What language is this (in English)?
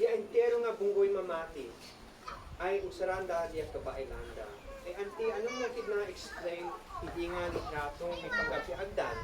Isnag